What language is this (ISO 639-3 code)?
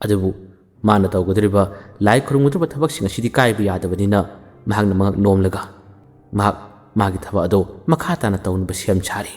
mni